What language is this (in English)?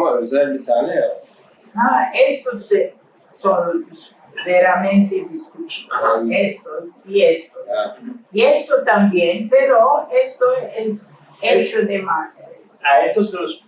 Ladino